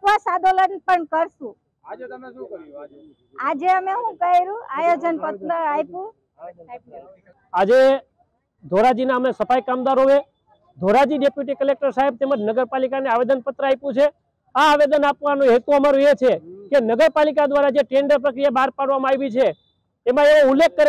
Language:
Gujarati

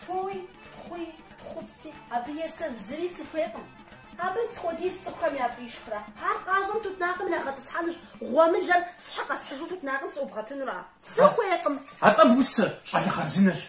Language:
Kabardian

